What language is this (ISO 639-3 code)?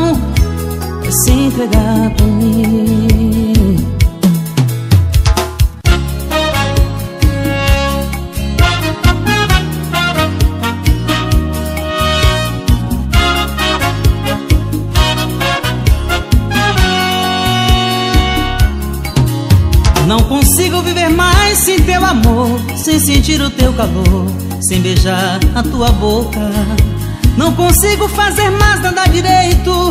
por